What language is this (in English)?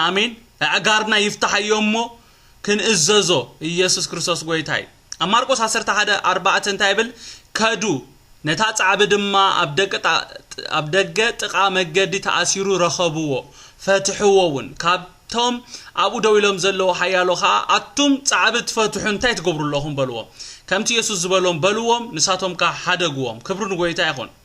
Tigrinya